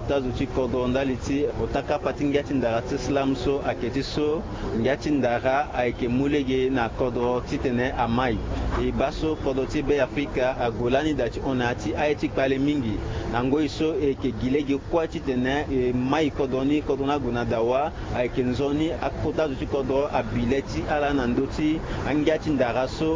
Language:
Sango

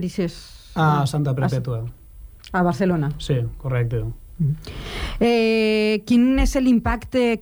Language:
Catalan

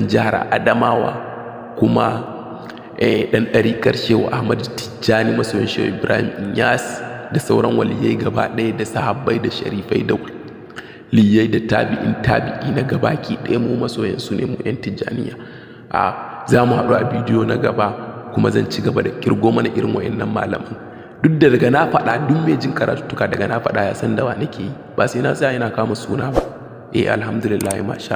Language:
Hausa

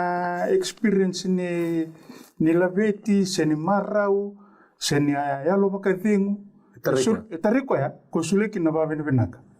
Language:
Fijian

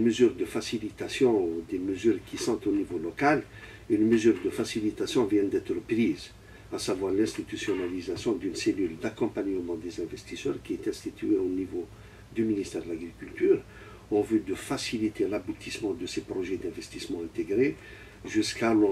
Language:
French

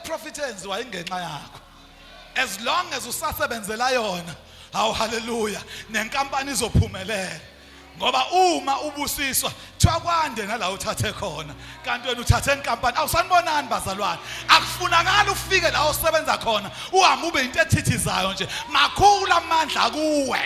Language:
Zulu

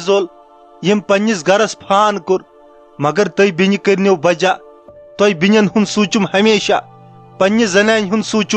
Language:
Kashmiri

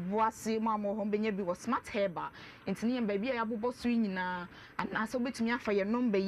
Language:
Akan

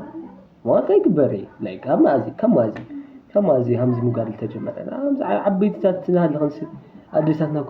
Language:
Tigrinya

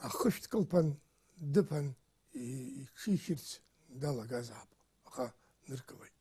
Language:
Abkhazian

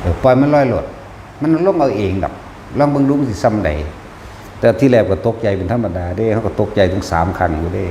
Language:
Northeastern Thai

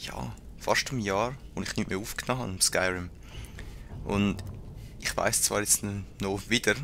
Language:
Swiss German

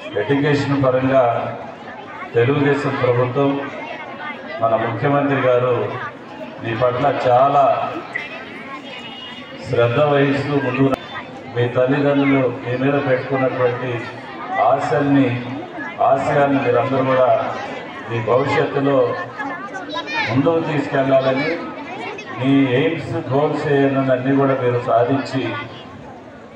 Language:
Telugu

